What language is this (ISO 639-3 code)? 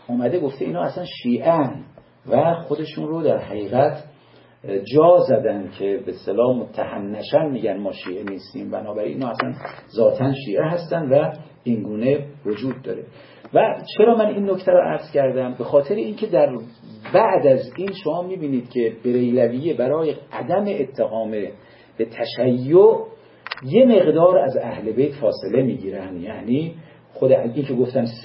fas